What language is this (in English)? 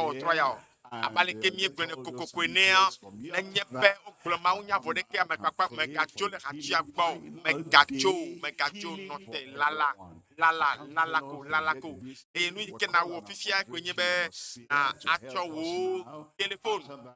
Ewe